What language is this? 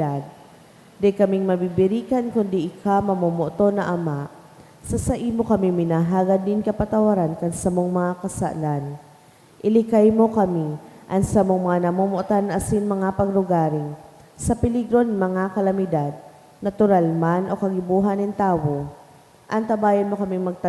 Bikol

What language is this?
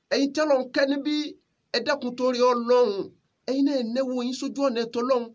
Yoruba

